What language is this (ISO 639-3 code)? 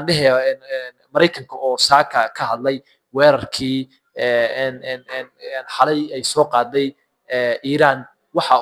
som